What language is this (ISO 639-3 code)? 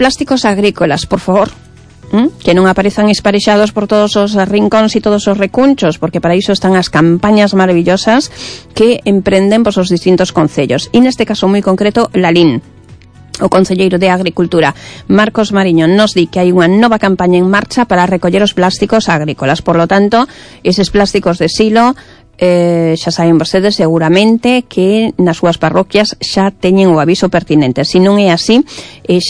glg